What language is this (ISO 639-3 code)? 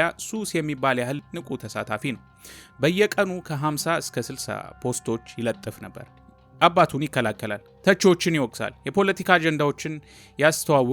amh